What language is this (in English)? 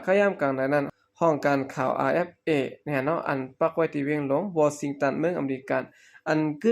Shan